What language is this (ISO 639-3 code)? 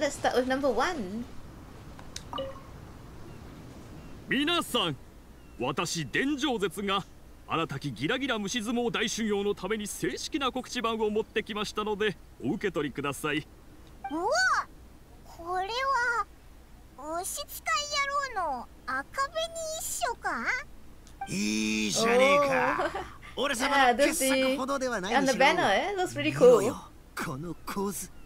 jpn